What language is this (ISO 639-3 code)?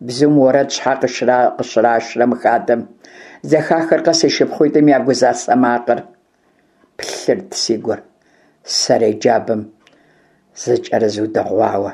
kbd